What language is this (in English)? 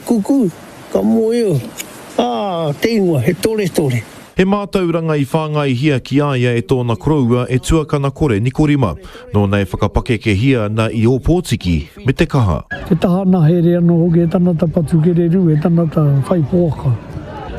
Māori